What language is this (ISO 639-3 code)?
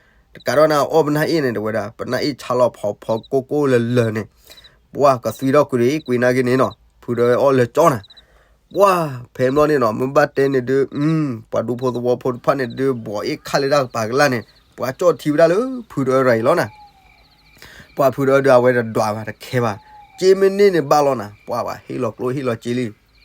ksw